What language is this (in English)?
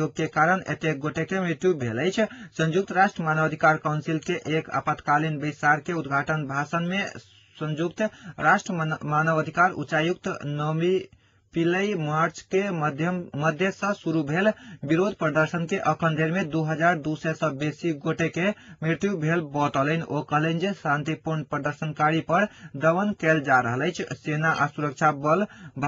Maithili